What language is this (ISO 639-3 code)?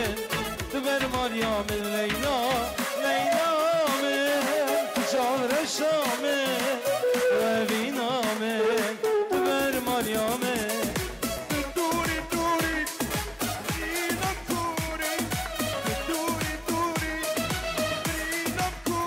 kur